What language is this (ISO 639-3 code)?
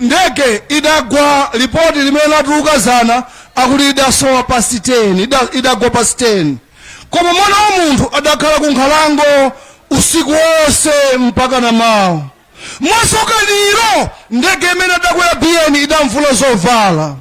nya